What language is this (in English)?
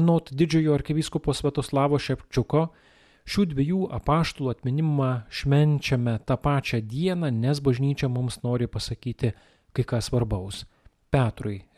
Lithuanian